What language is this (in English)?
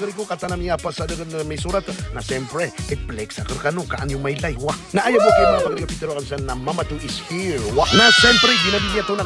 Maranao